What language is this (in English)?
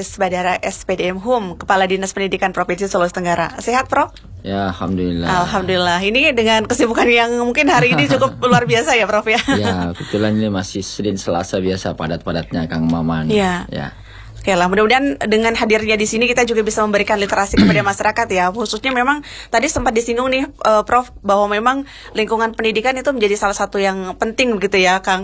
Indonesian